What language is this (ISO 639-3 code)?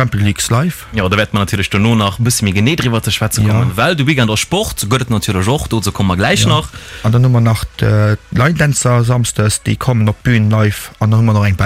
ltz